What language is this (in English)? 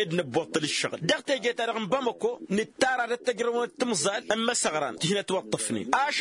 Tamasheq